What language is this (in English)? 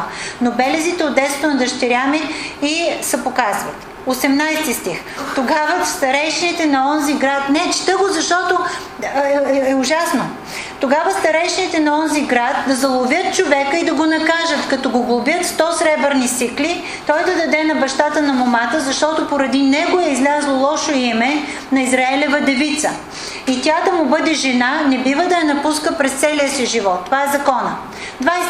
Bulgarian